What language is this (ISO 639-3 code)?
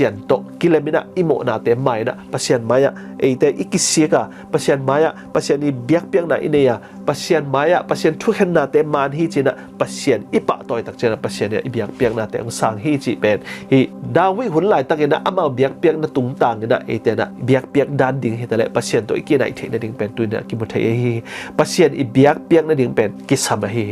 ctd